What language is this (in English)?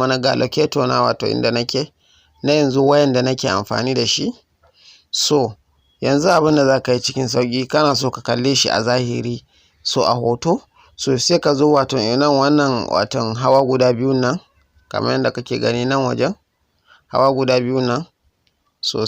Hausa